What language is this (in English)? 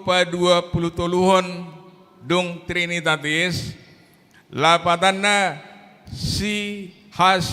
Batak Toba